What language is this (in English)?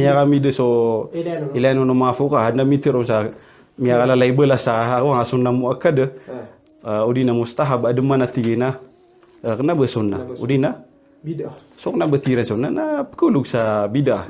Maranao